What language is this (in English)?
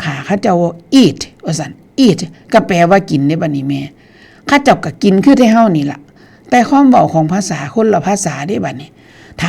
Northeastern Thai